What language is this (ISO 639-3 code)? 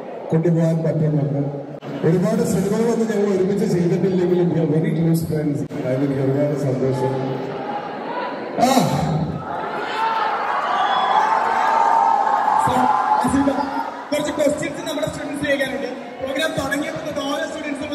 mal